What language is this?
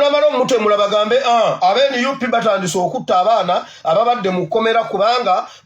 Ganda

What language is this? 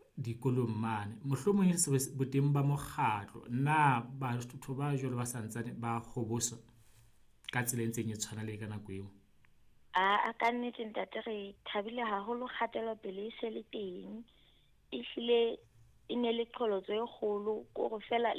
Southern Sotho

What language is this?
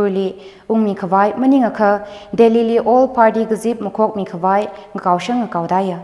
Tangkhul Naga (India)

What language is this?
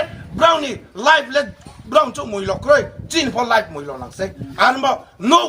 Riang (India)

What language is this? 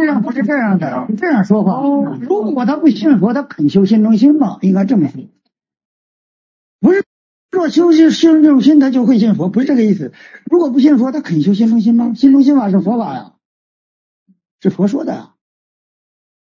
Chinese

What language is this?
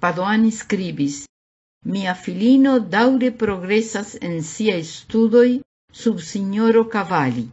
Esperanto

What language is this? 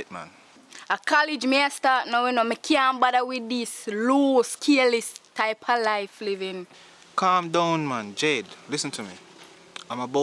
Jamaican Creole English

